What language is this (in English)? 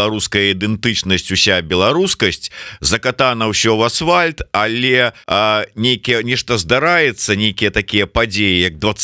Belarusian